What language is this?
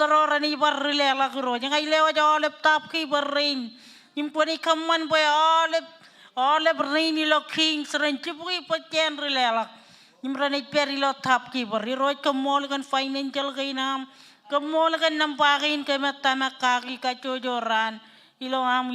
Marshallese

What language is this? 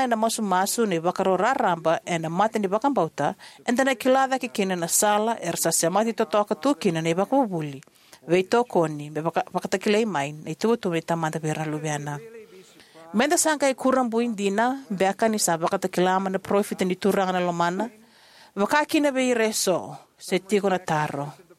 Fijian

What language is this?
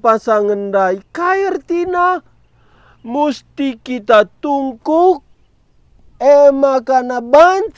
Batak Karo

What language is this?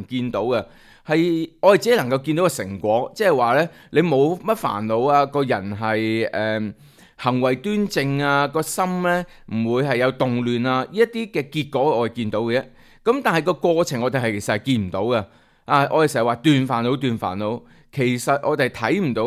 Cantonese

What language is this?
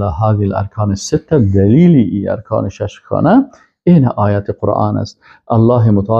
Persian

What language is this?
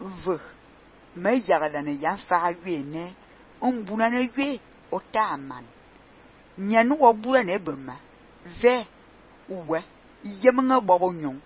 Fang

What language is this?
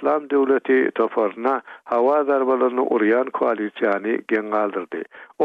Turkmen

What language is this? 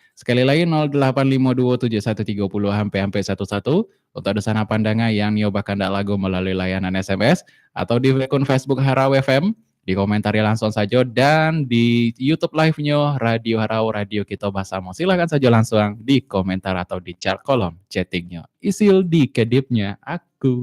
Minangkabau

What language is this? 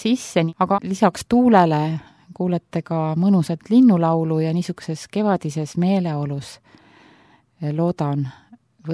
Estonian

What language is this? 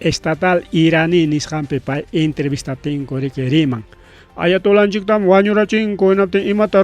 Ayacucho Quechua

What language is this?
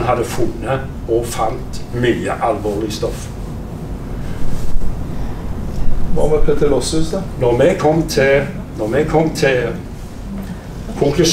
Norwegian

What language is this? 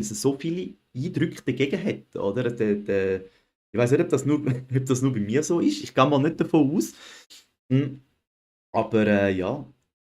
Swiss German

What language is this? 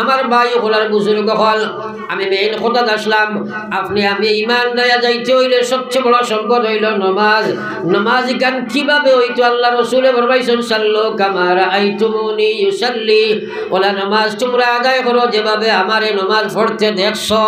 Sylheti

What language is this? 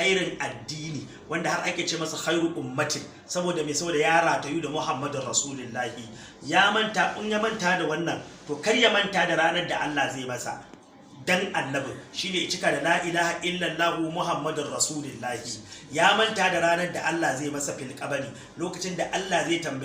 Hausa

